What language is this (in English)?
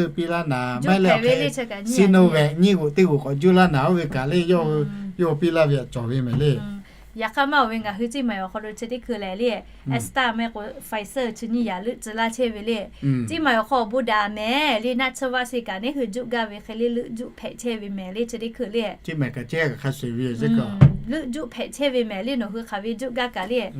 Lahu